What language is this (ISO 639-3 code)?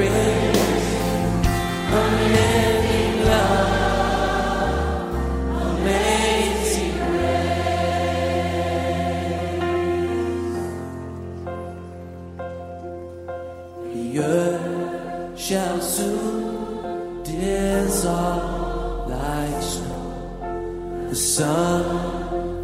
est